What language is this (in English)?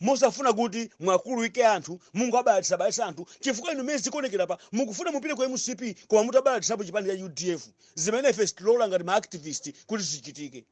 Nyanja